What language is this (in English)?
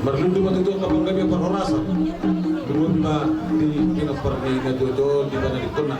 Batak Toba